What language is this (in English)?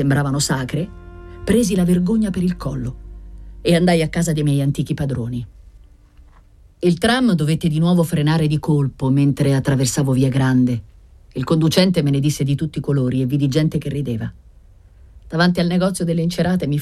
Italian